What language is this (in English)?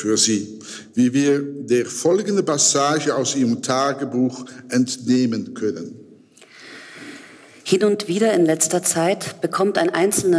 German